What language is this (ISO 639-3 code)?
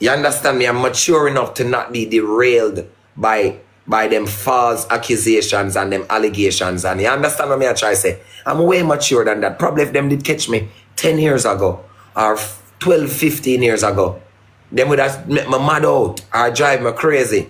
jam